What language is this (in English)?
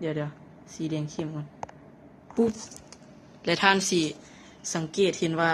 Lao